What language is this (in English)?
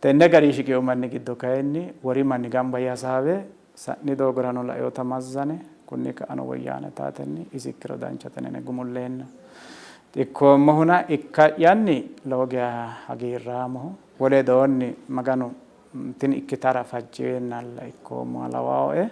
Sidamo